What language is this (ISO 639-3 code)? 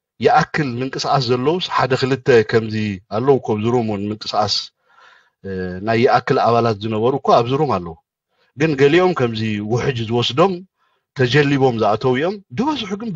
tir